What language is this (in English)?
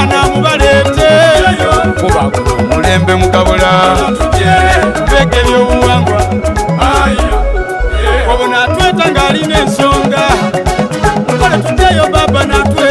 Soga